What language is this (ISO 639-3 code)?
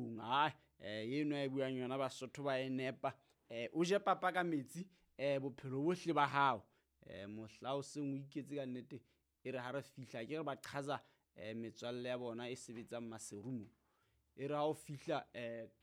sot